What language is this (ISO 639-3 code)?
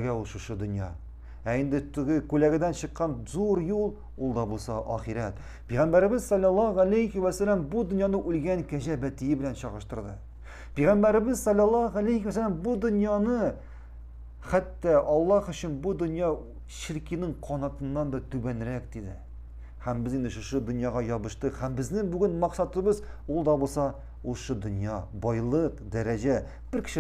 tat